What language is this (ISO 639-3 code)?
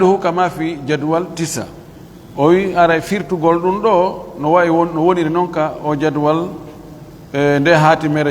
fuf